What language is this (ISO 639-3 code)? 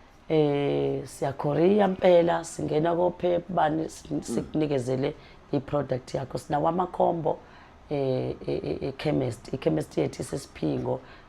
zul